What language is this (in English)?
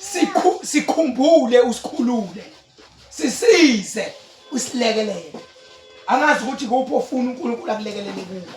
Zulu